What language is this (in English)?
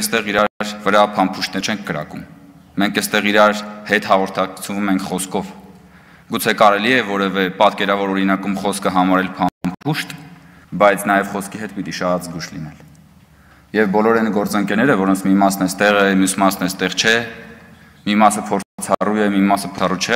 Armenian